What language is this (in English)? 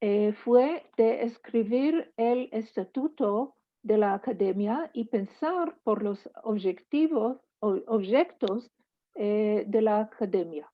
Ladino